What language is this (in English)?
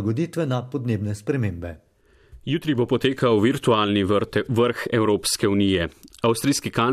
Slovenian